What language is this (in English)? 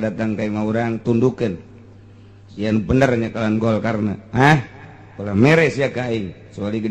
Sundanese